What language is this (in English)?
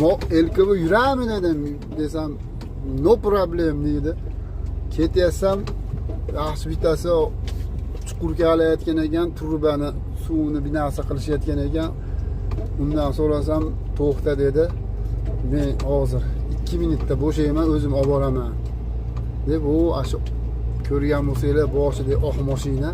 Uzbek